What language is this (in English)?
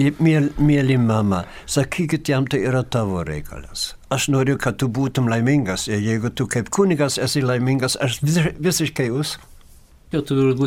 Lithuanian